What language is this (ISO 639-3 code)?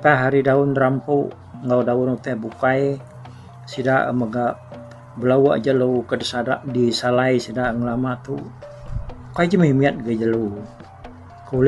iba